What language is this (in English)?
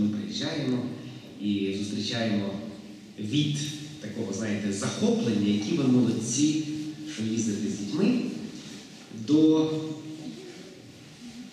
Ukrainian